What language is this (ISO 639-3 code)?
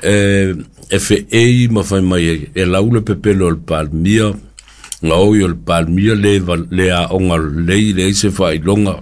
smo